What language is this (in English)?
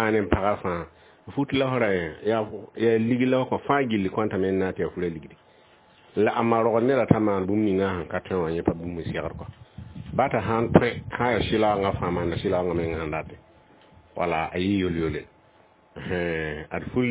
Mossi